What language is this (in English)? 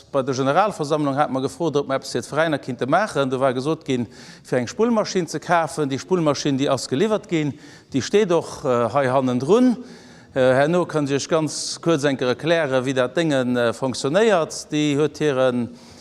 Luxembourgish